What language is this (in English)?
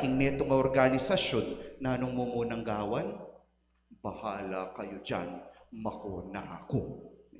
Pampanga